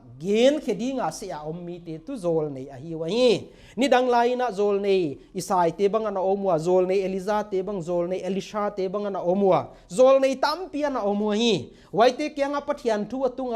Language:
Paite Chin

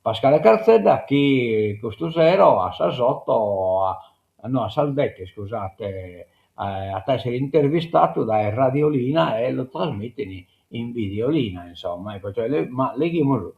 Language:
Sardinian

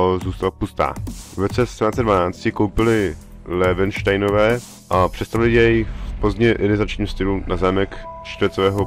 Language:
Czech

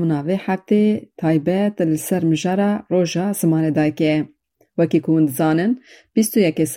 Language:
Kurdish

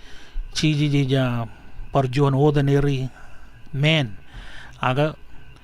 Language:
Marshallese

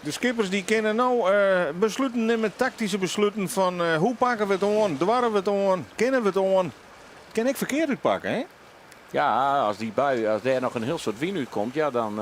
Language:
Western Frisian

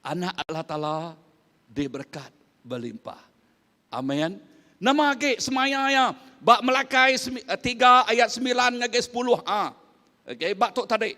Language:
Iban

